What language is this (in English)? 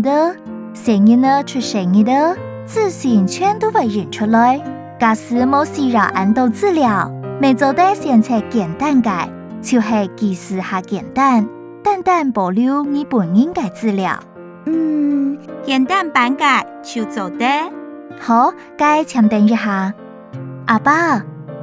Hakka Chinese